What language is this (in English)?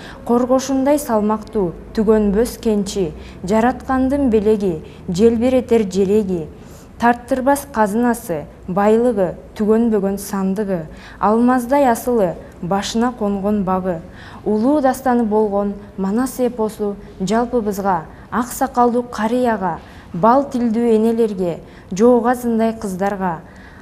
Kyrgyz